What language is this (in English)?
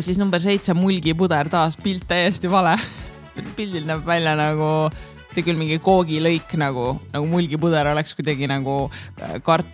Estonian